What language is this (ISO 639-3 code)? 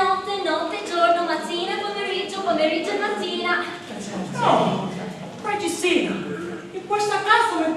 scn